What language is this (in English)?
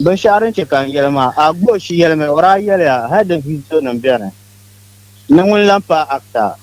Dagbani